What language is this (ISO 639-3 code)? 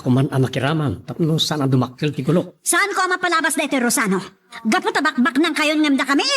ilo